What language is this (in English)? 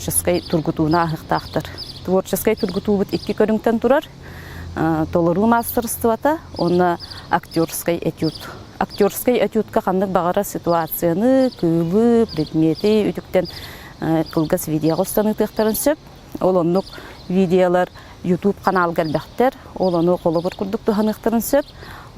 Yakut